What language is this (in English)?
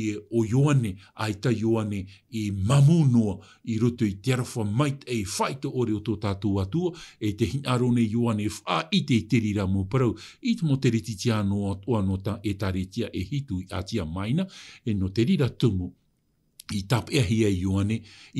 Tahitian